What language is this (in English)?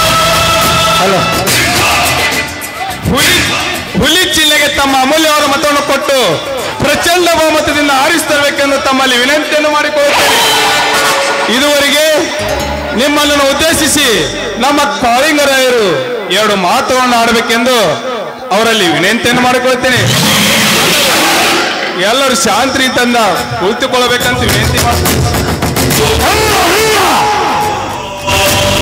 Kannada